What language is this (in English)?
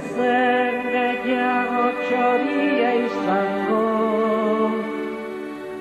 Basque